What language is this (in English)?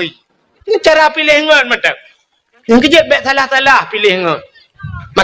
Achinese